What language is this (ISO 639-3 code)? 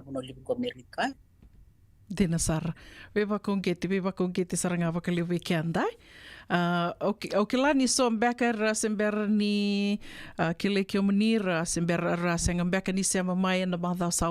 fij